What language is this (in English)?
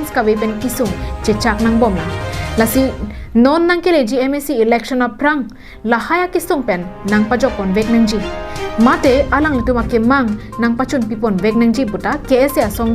Karbi